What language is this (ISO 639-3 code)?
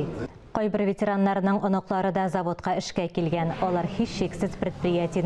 tat